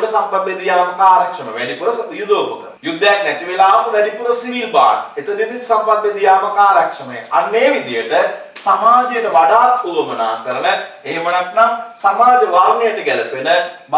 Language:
Sinhala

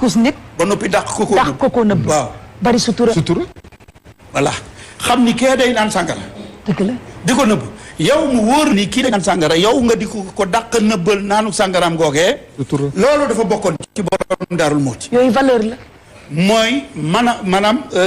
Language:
Wolof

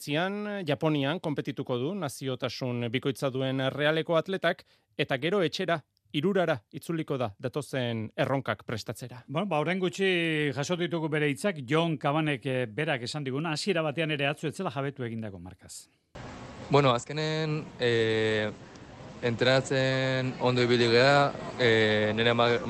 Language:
Basque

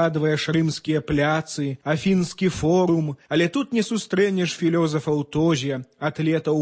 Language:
Belarusian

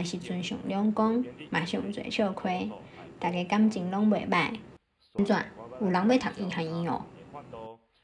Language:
Min Nan Chinese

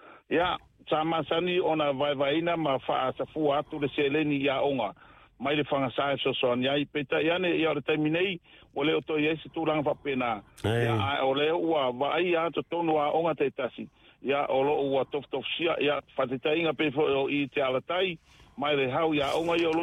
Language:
Samoan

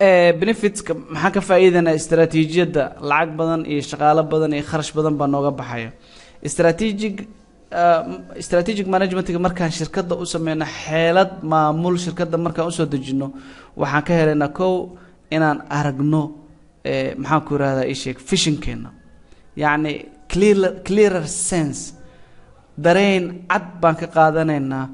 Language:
Somali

